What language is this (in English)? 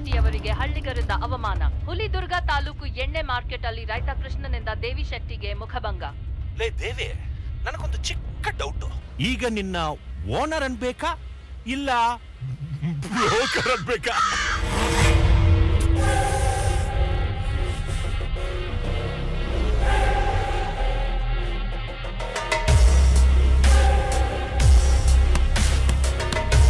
Kannada